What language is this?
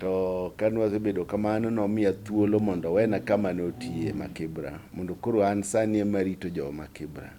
Luo (Kenya and Tanzania)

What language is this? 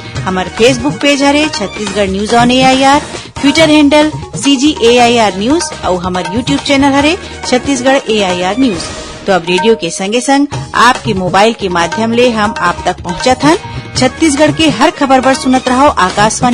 Chhattisgarhi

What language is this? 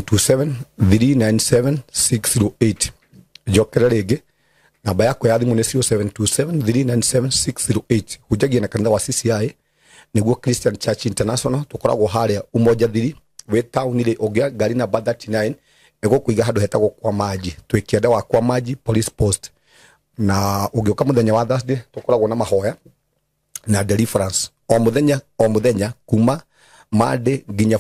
Kikuyu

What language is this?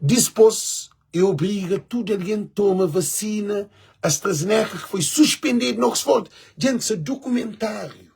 Kabuverdianu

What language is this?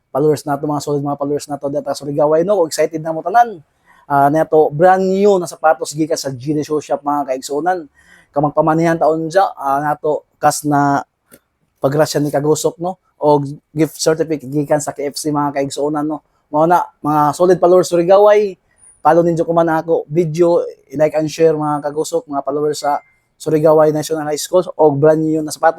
Surigaonon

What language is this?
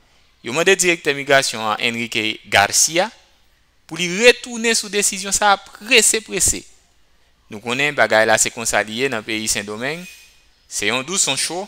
Haitian Creole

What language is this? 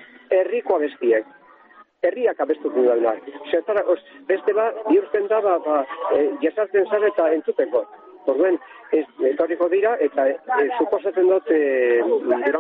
Basque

